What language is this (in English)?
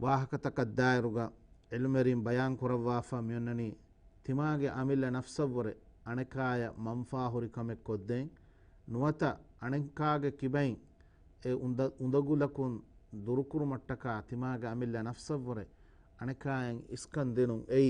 Divehi